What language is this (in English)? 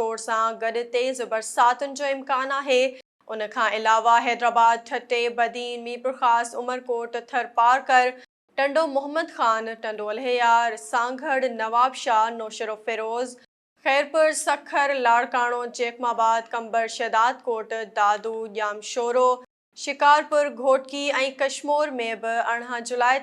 Sindhi